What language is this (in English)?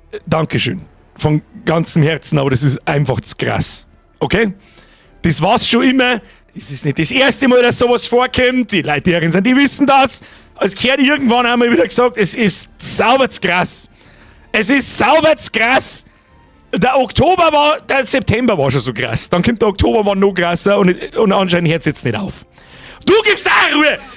Bavarian